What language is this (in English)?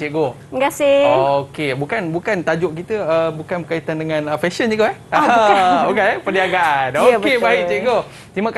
Malay